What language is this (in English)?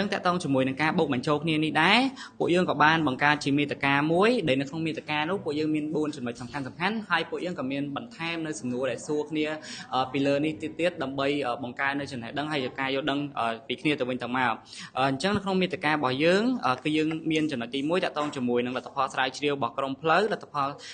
Khmer